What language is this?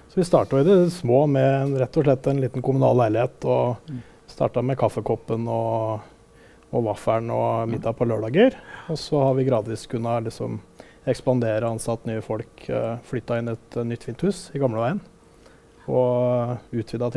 Norwegian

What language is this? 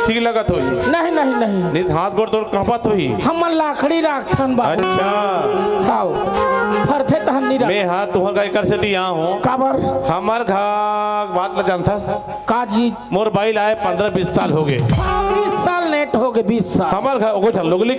Chhattisgarhi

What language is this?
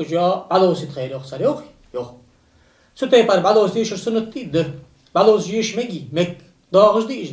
Ingush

